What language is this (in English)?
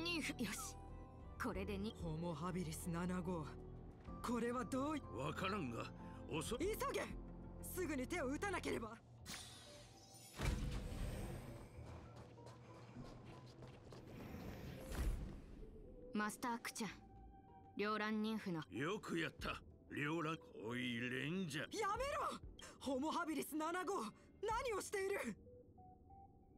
Japanese